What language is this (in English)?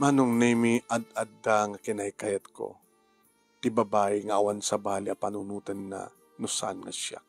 Iloko